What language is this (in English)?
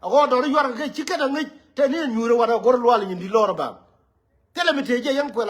Nuer